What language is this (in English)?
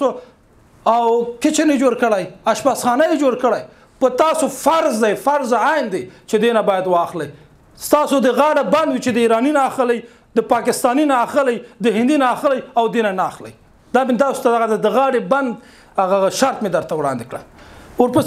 Pashto